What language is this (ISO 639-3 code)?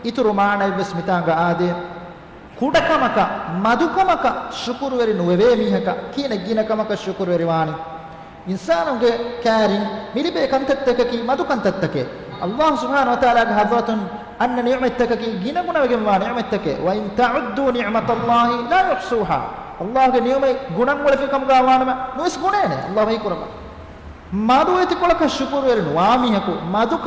div